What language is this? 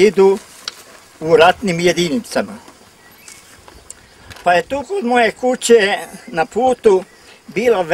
Serbian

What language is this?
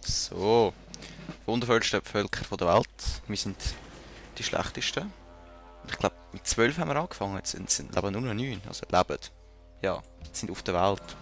Swiss German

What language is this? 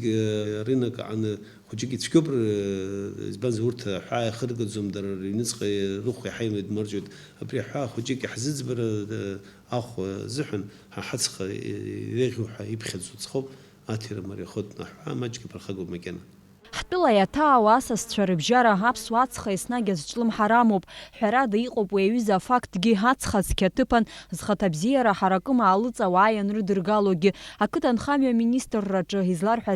Abkhazian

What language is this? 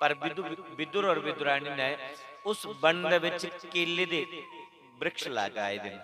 Dogri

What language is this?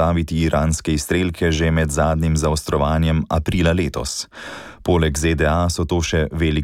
Slovenian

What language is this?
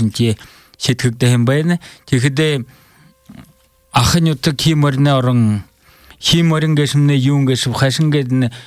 Buriat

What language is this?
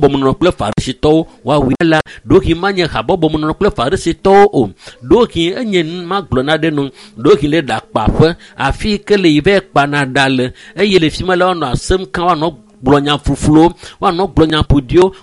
Ewe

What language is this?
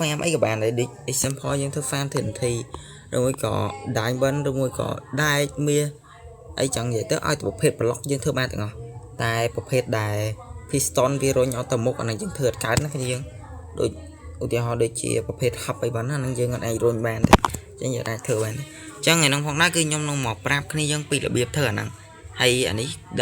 Khmer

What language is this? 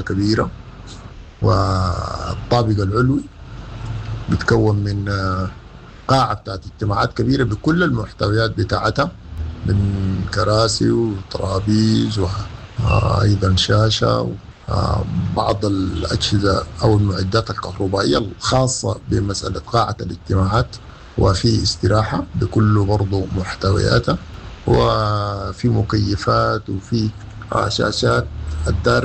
Sudanese Arabic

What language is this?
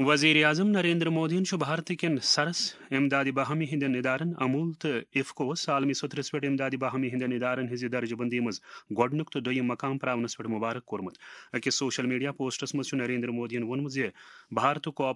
Kashmiri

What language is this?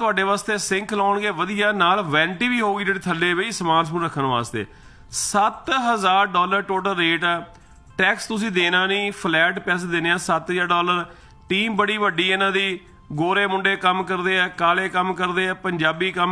Punjabi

